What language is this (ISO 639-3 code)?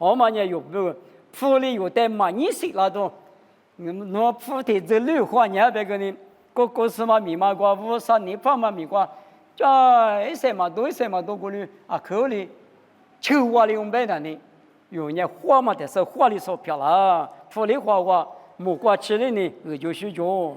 lis